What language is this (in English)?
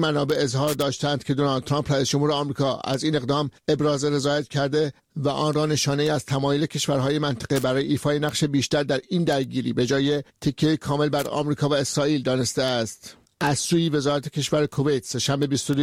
Persian